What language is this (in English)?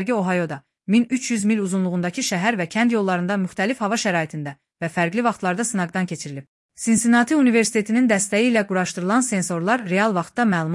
Azerbaijani